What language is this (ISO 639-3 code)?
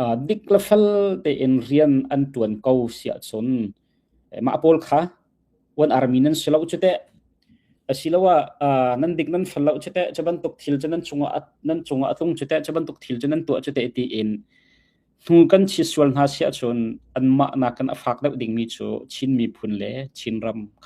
cnh